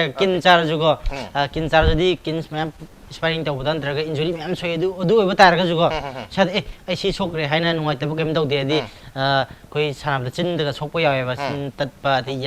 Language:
Manipuri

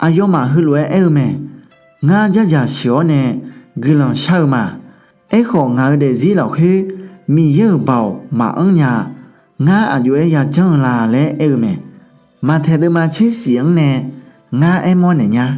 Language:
Akha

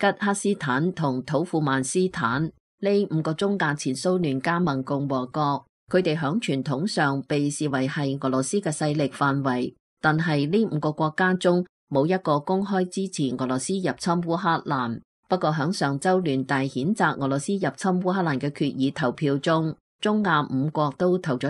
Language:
Cantonese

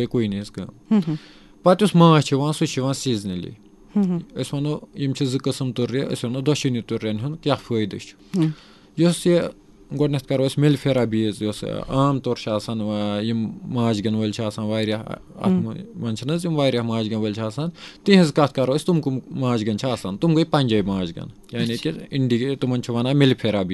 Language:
Kashmiri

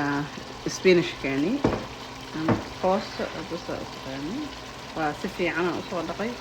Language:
Somali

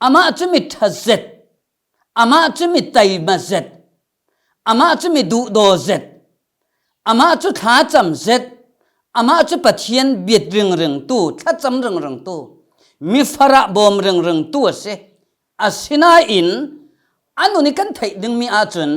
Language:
Falam Chin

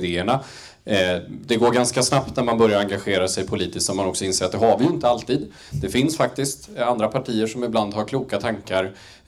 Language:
Swedish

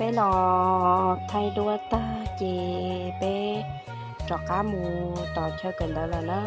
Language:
Hmong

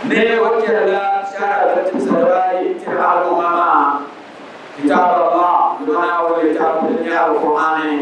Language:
Dagbani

